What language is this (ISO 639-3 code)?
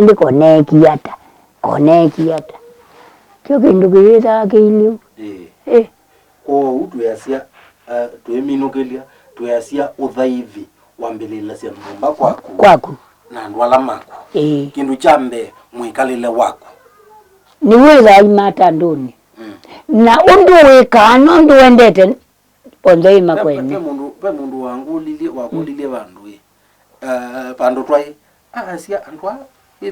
kam